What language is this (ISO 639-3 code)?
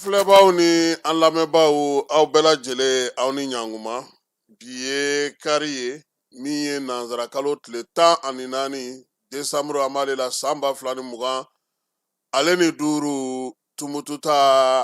bam